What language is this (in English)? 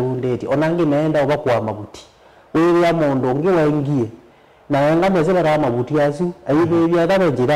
Kamba